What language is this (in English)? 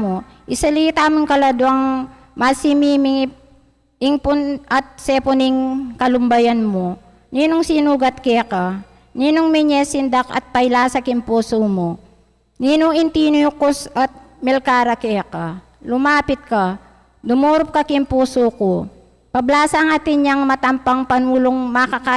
Pampanga